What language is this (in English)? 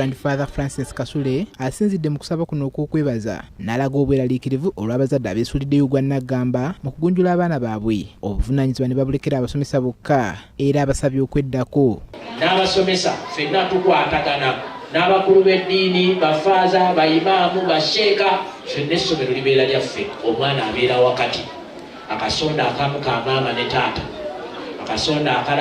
Ganda